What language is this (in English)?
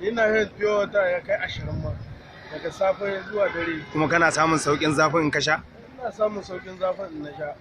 Hausa